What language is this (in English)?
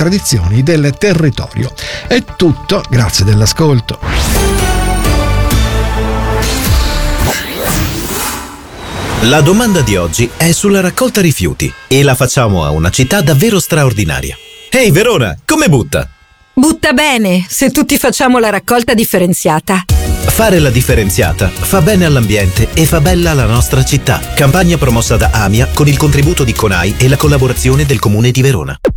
Italian